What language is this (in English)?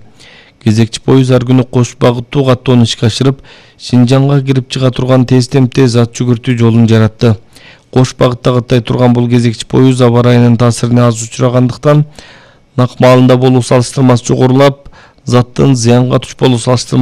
Kyrgyz